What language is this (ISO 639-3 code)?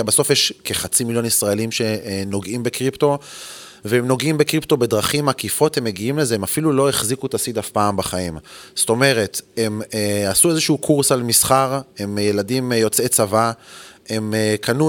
heb